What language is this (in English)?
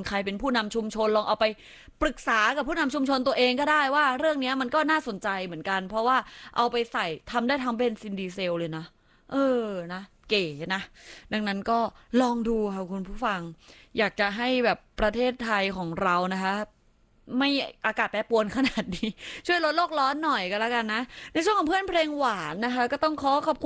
Thai